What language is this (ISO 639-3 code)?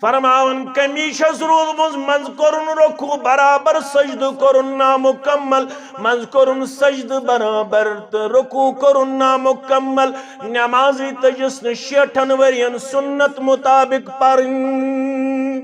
kas